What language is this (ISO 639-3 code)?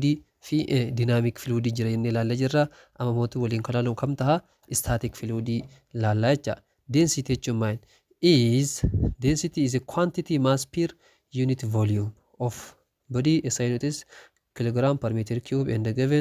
orm